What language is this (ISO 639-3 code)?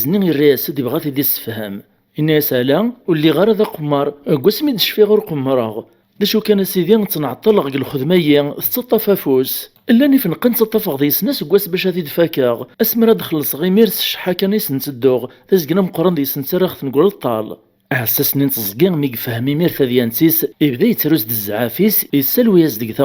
kab